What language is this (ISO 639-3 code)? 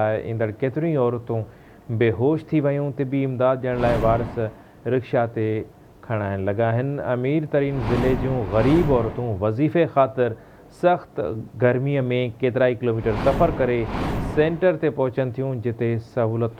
snd